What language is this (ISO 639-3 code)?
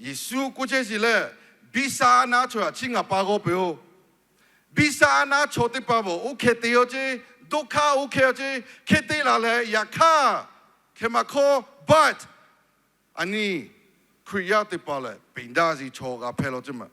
lhu